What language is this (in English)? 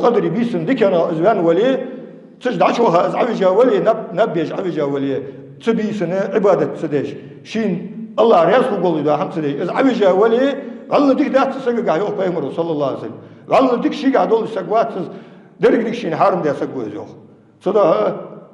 Ingush